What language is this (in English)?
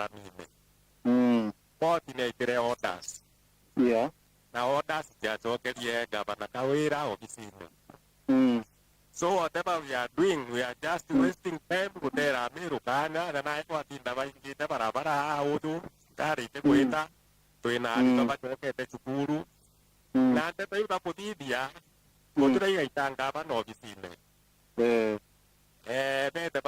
Meru